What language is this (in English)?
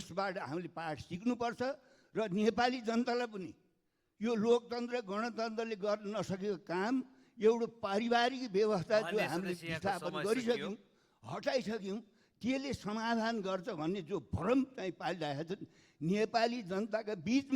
Nepali